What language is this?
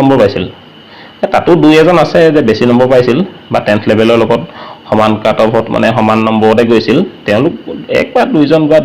Assamese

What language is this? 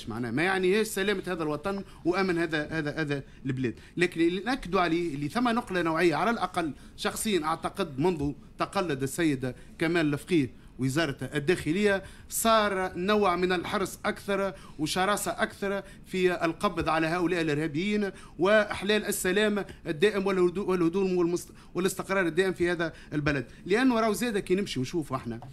Tunisian Arabic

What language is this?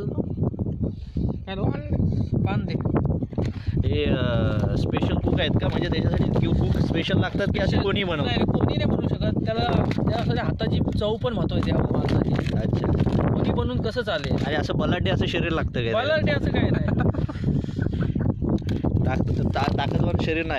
Marathi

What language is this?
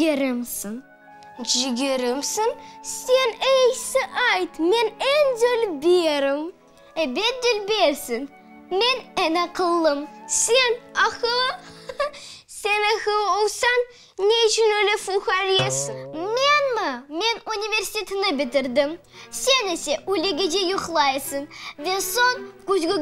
Crimean Tatar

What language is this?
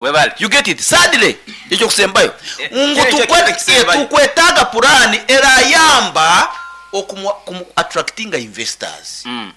Nyoro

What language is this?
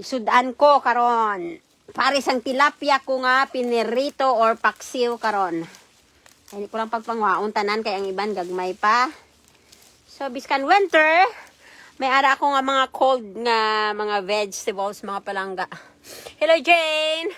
Hiligaynon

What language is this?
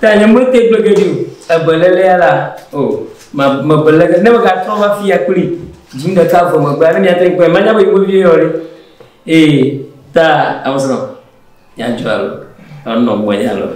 Ewe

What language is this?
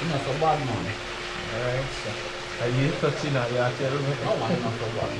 Jamaican Creole English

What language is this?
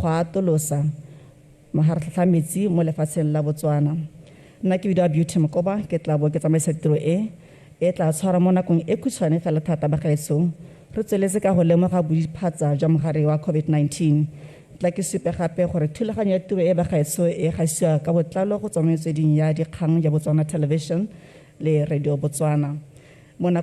Tswana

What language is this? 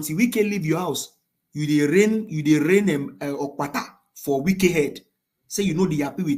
Nigerian Pidgin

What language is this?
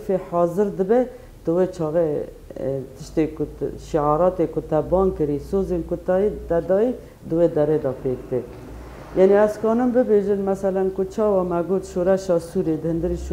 Kurdish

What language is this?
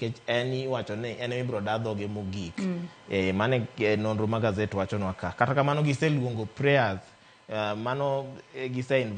Luo (Kenya and Tanzania)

